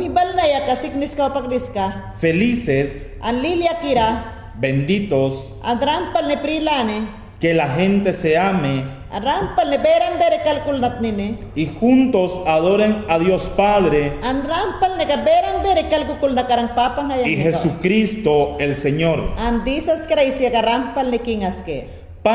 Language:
Mayangna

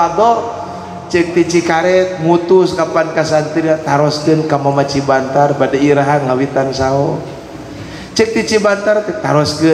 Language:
Sundanese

